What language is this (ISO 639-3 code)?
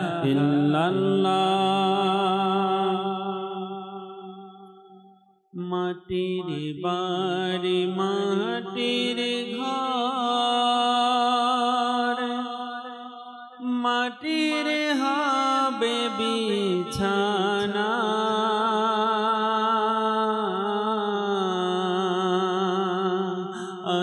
ben